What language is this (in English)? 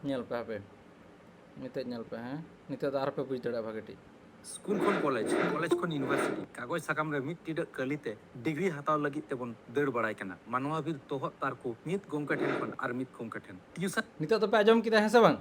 Santali